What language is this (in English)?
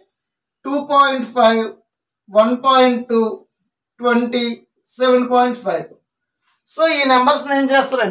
Telugu